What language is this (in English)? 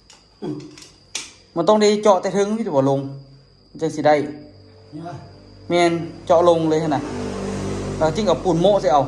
Lao